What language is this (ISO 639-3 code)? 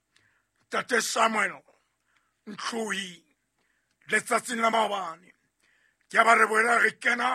sot